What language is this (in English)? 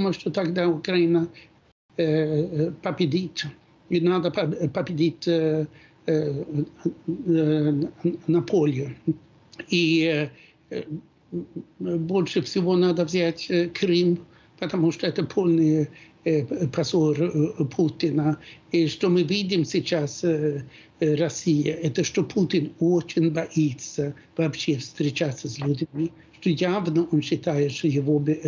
Russian